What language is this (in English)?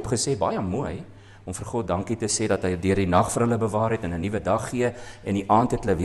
Afrikaans